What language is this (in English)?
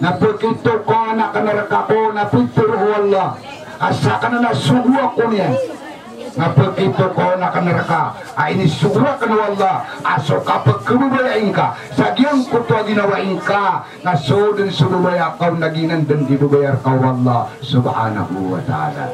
Maranao